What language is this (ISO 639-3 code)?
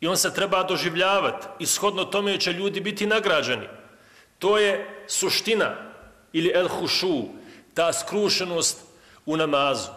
bos